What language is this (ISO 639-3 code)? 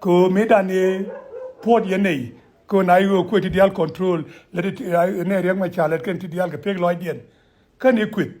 nus